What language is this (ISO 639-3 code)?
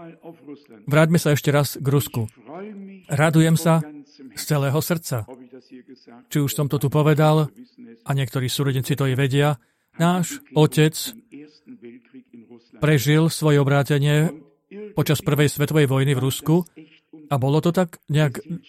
slk